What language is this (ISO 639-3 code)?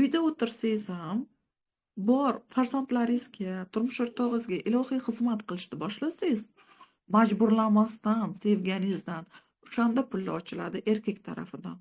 uzb